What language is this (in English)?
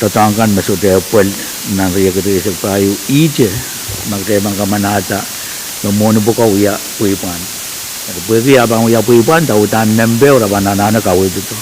Pohnpeian